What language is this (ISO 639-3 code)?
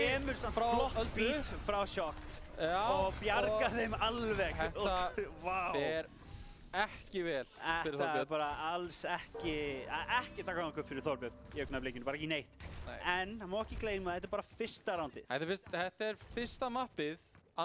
isl